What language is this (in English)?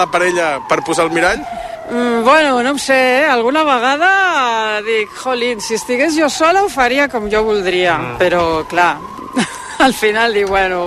Catalan